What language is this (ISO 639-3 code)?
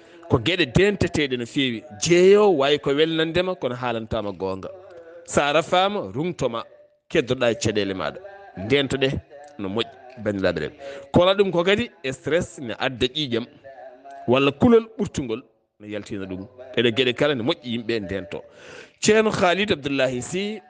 ful